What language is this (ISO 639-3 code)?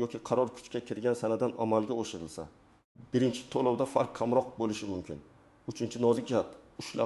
uzb